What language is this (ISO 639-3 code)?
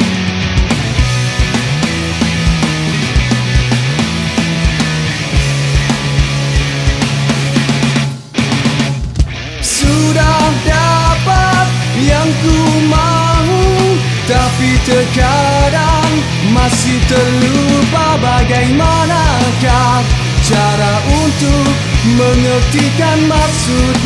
msa